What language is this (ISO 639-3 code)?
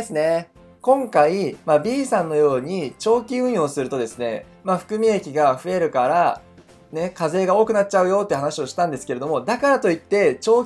jpn